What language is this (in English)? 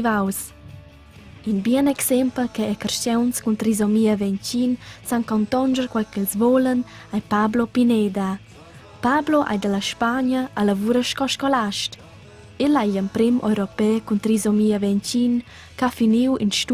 Romansh